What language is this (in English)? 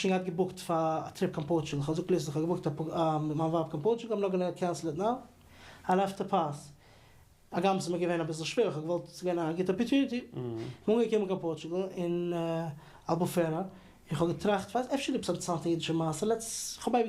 Yiddish